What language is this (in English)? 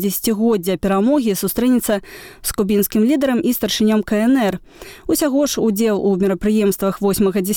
Belarusian